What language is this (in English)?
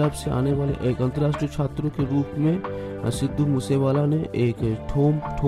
Hindi